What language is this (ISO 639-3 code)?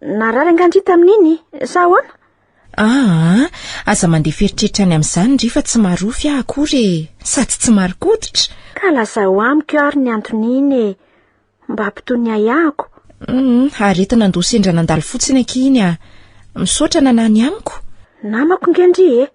mlg